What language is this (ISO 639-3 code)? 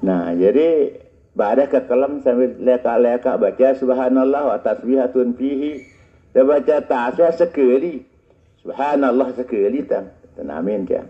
sas